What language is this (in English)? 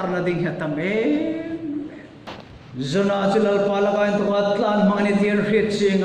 Hmar